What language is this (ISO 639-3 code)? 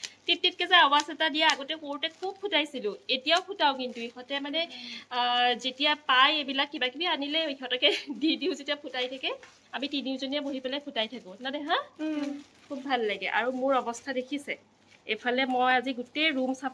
asm